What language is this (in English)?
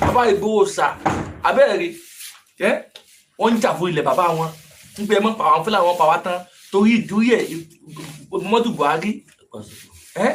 Yoruba